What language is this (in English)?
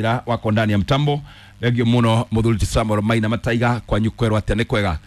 Kikuyu